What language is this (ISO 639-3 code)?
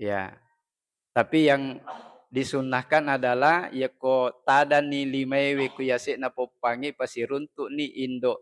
bug